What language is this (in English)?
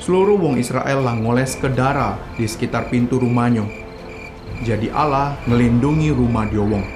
Musi